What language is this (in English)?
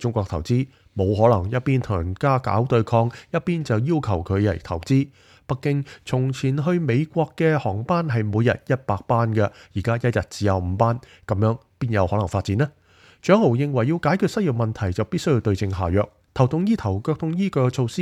Cantonese